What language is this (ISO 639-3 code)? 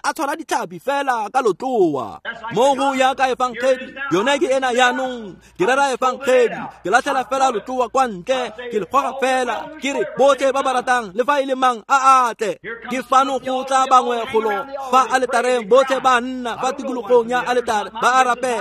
tsn